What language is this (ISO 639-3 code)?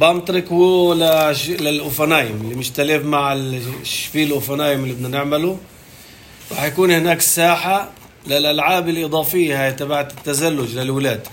apc